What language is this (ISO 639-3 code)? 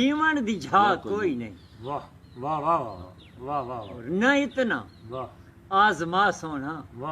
skr